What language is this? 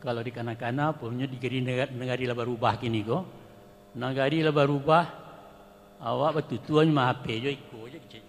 Minangkabau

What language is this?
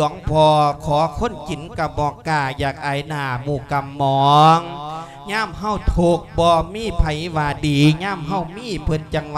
Lao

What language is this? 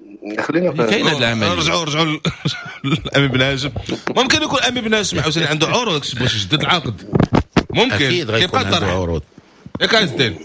Moroccan Arabic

